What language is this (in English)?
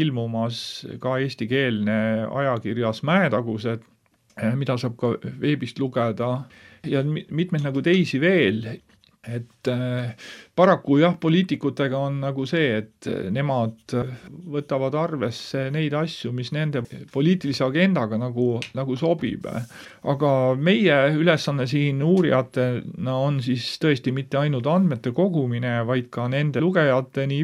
Estonian